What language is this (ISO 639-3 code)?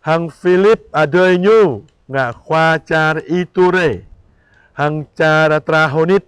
jra